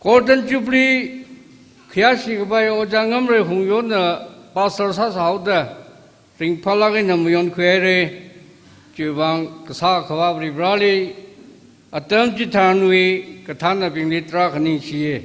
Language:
Tangkhul Naga (India)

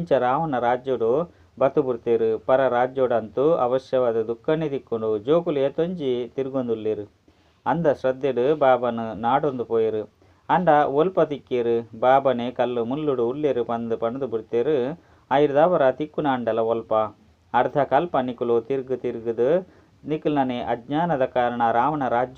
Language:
Tulu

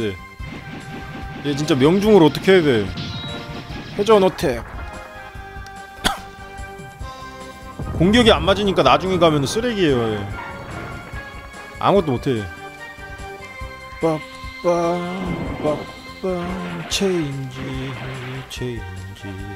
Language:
Korean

